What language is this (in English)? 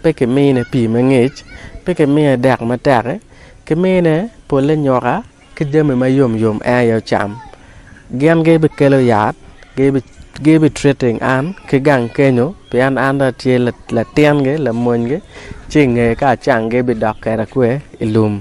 Acoli